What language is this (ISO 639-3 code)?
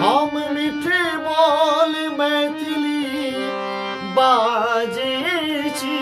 mai